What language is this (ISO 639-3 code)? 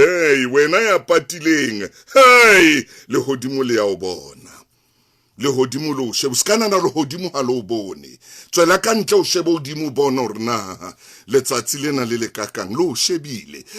sot